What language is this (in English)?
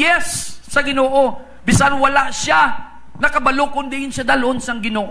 Hiligaynon